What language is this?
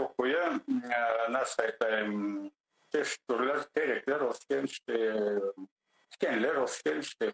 Crimean Tatar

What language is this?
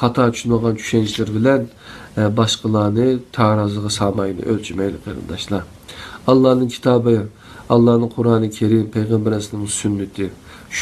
Uyghur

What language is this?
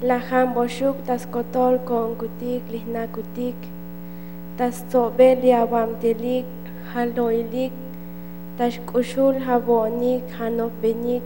Tzotzil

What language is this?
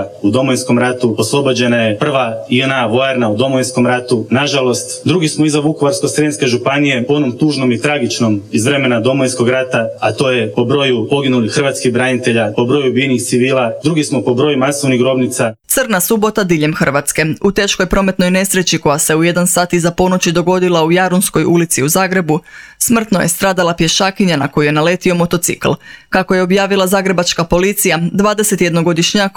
Croatian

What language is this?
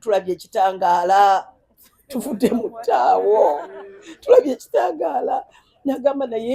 Ganda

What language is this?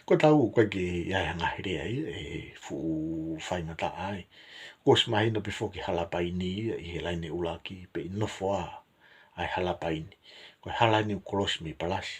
Tongan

